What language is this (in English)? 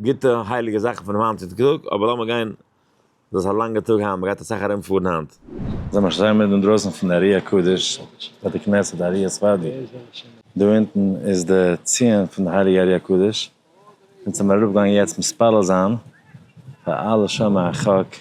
Yiddish